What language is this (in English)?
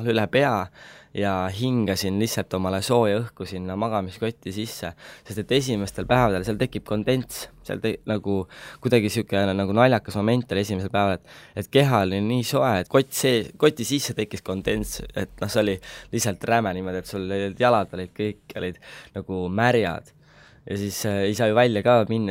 Estonian